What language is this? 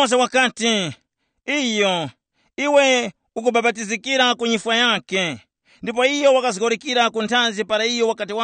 Tumbuka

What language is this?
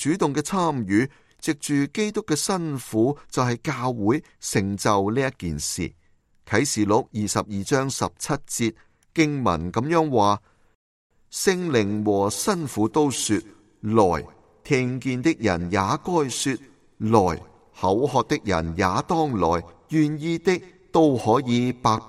Cantonese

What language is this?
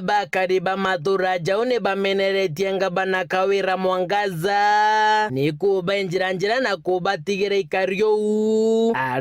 Meru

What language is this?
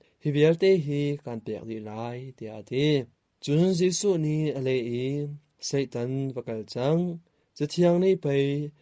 Hakha Chin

